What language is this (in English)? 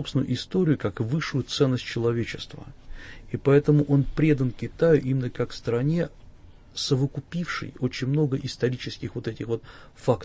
Russian